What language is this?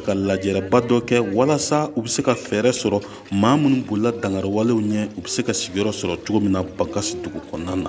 Bambara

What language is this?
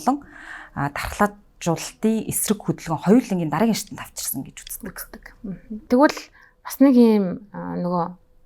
Mongolian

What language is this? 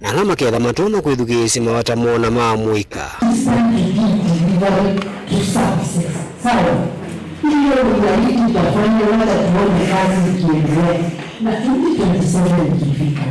Kamba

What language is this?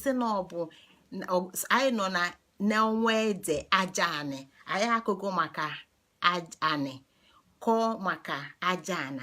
Igbo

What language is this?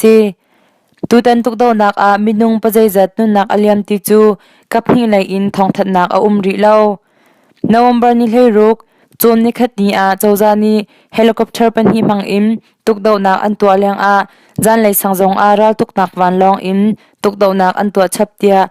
Hakha Chin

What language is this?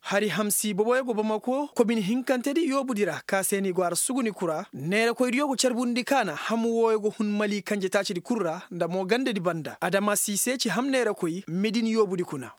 Koyraboro Senni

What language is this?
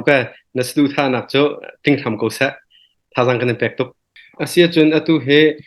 Hakha Chin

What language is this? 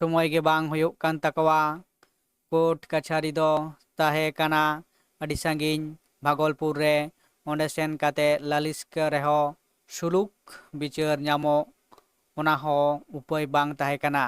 Santali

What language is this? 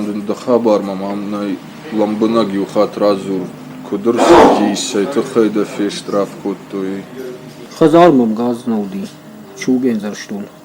Ossetic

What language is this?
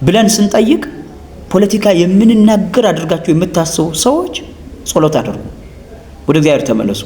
Amharic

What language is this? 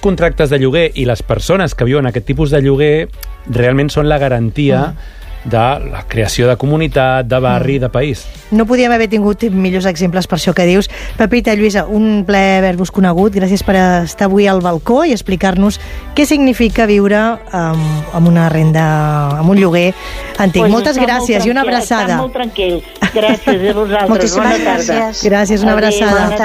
Catalan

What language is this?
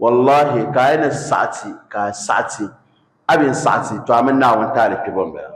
Dagbani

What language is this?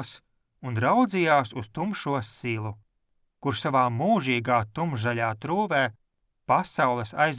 Latvian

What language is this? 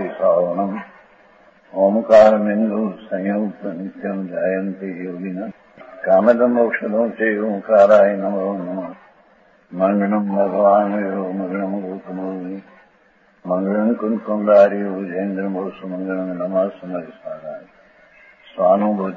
Gujarati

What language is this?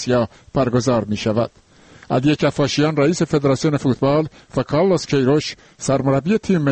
Persian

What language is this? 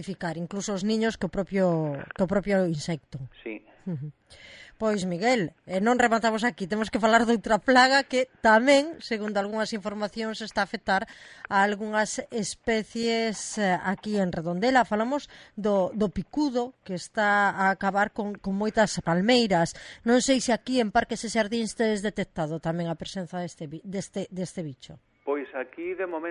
Galician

